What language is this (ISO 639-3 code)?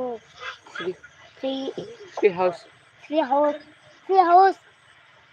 trp